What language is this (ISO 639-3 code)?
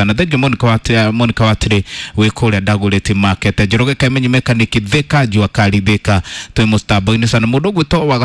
kik